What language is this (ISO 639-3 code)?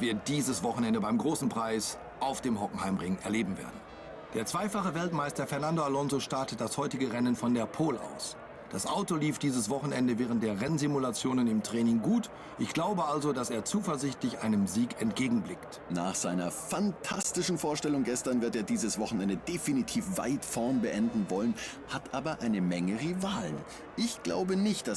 gsw